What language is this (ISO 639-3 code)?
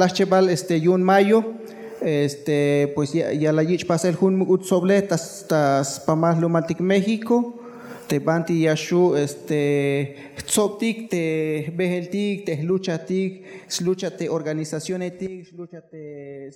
tzh